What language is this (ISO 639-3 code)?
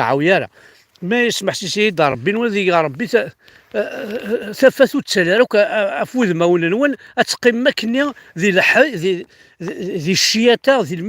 kab